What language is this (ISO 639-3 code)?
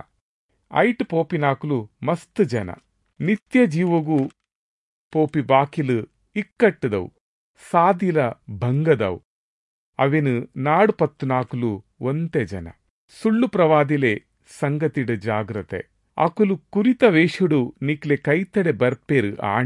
tcy